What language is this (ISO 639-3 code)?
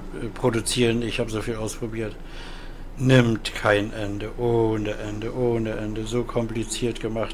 deu